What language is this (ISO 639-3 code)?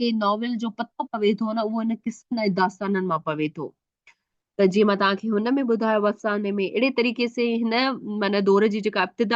snd